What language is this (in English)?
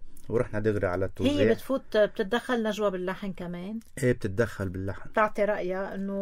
North Levantine Arabic